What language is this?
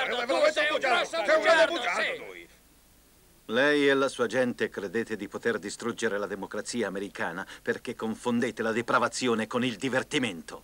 Italian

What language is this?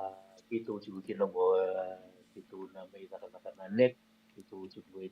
Fijian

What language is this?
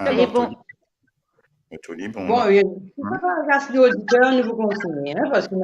Morisyen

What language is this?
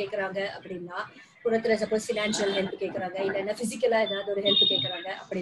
Tamil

